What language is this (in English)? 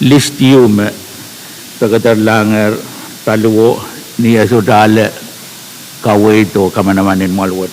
Pohnpeian